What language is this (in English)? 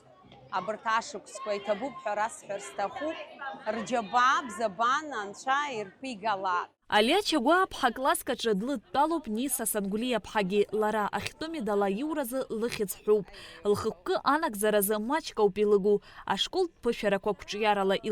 Abkhazian